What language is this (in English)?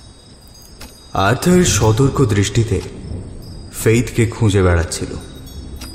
Bangla